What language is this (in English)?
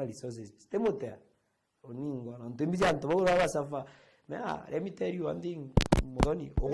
Meru